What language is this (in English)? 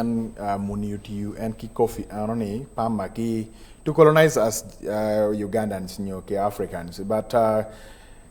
Acoli